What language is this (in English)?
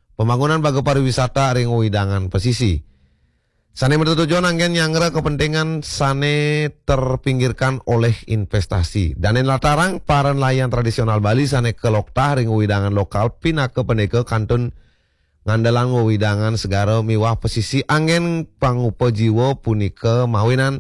Balinese